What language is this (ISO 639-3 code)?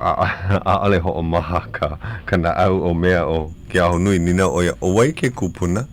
haw